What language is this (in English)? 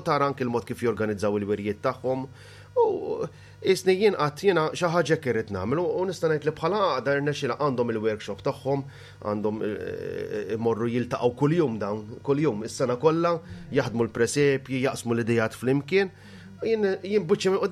Maltese